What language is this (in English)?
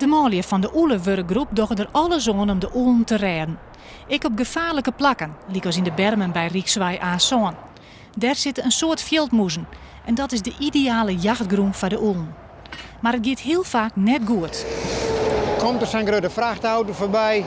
Western Frisian